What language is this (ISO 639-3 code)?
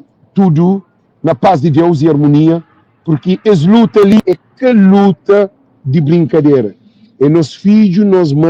kea